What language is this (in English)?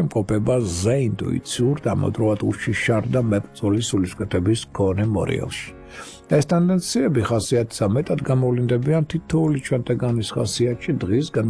Georgian